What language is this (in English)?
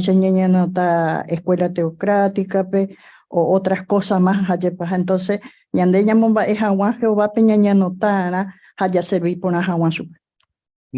Guarani